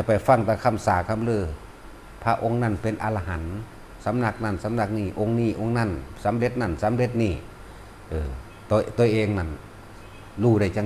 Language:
Northeastern Thai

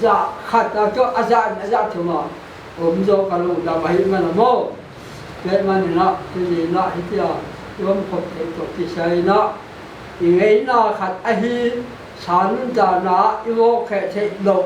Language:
Paite Chin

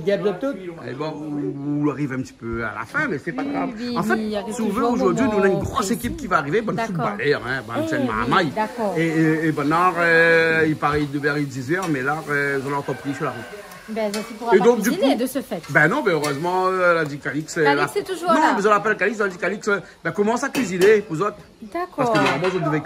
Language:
Réunion Creole French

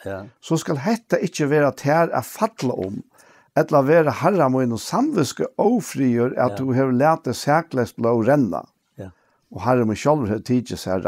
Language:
Faroese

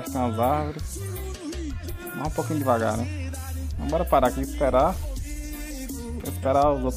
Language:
Portuguese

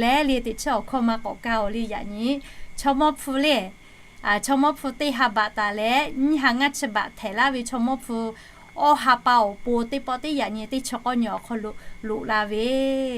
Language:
Lahu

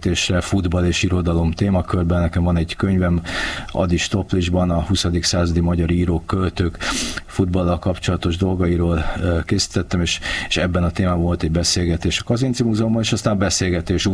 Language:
Hungarian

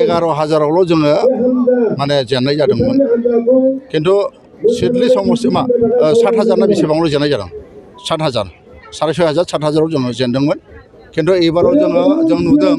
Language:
Bodo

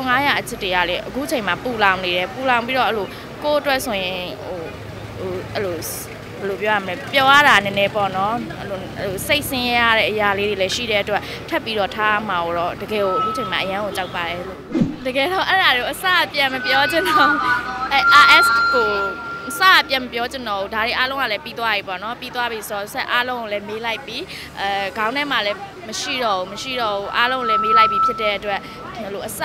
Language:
Burmese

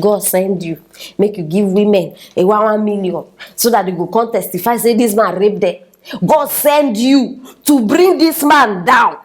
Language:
Nigerian Pidgin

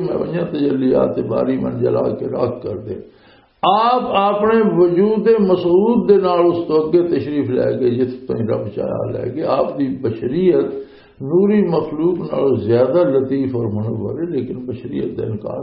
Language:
Western Panjabi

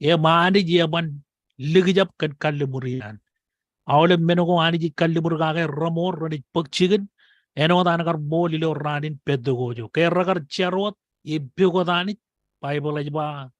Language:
Marshallese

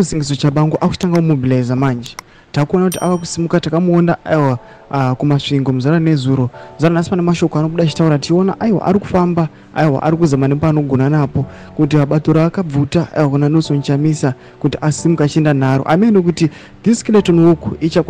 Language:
Shona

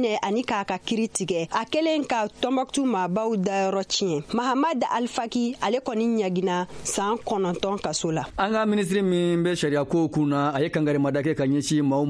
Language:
Bambara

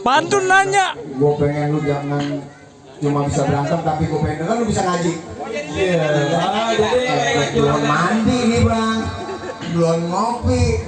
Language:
Betawi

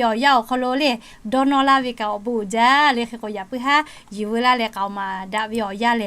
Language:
Lahu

